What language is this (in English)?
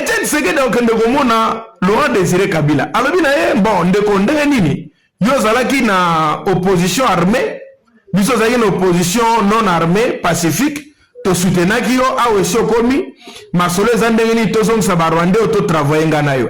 Lingala